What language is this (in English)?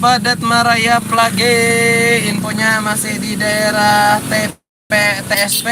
Banjar